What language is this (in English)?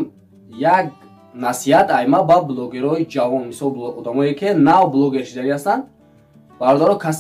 Tajik